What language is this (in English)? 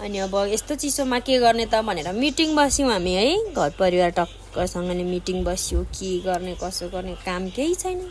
Nepali